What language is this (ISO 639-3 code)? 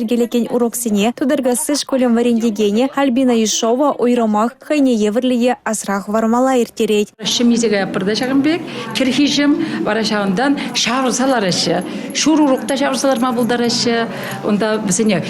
chv